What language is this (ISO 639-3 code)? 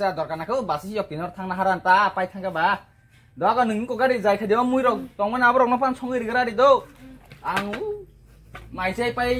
trp